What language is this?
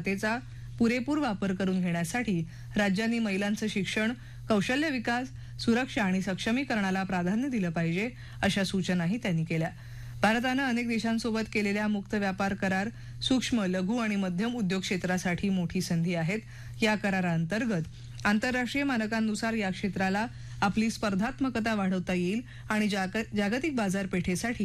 Marathi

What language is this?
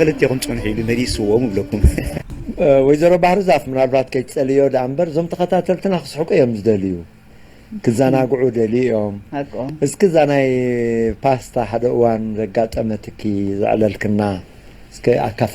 Tigrinya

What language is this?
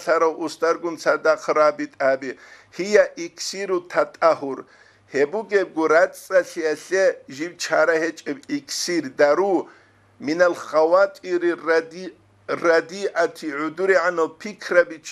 Avaric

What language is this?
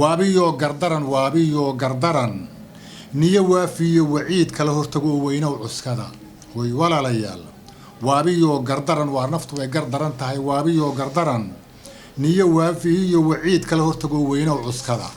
Somali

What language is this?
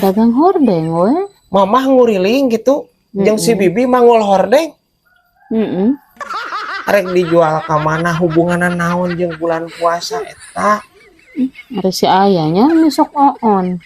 Sundanese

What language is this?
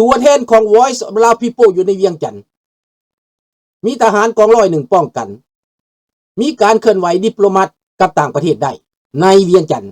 Lao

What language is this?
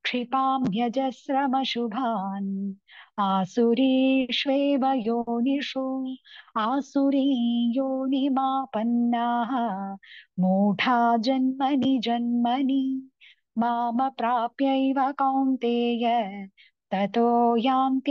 Sanskrit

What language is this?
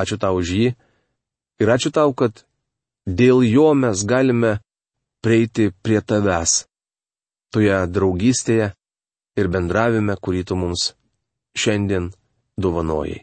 Lithuanian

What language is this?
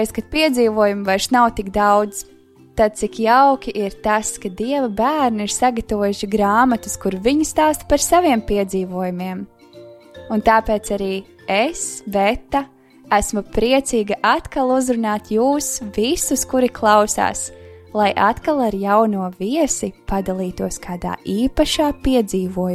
Latvian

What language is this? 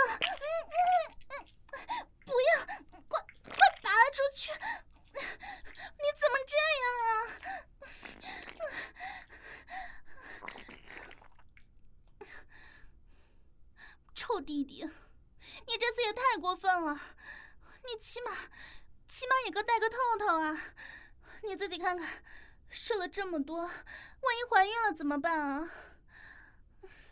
Chinese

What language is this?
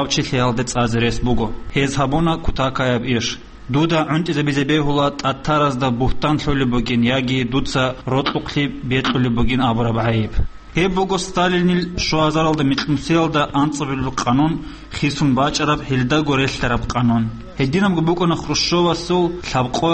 Avaric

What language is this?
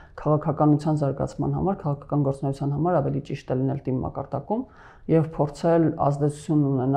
Armenian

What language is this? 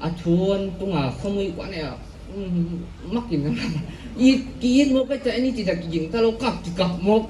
Paite Chin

